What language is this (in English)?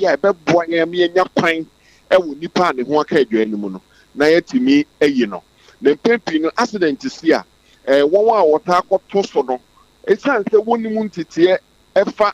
Akan